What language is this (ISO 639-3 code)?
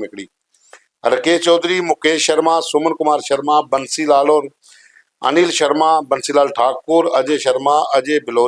doi